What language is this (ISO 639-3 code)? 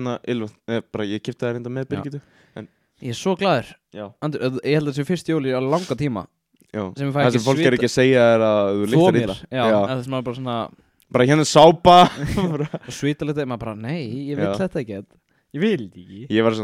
isl